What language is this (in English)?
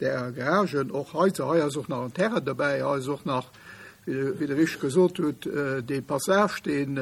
Luxembourgish